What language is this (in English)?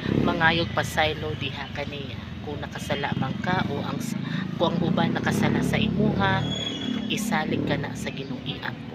Cebuano